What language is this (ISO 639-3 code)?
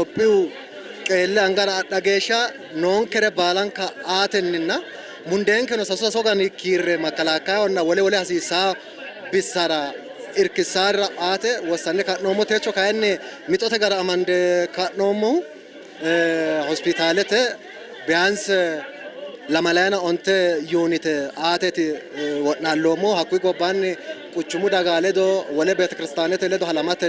sid